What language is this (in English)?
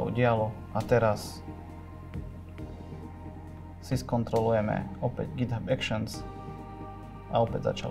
Slovak